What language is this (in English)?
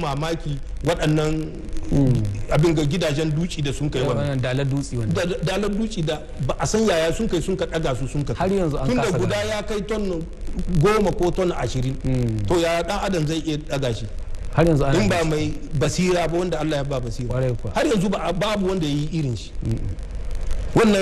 Hausa